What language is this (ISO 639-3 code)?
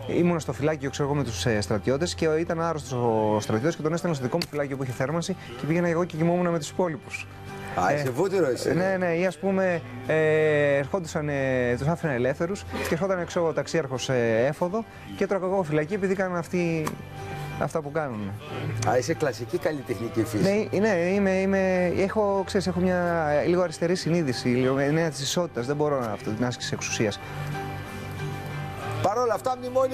ell